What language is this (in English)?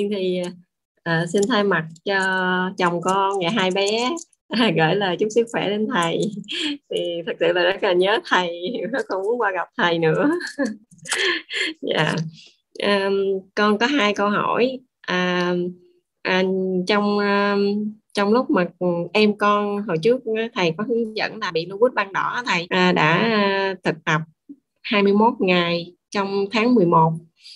Vietnamese